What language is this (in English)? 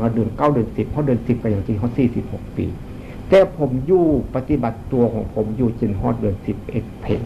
Northeastern Thai